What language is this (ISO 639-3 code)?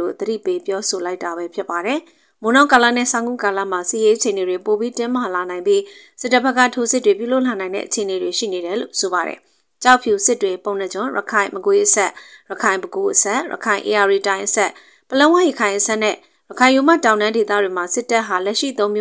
mya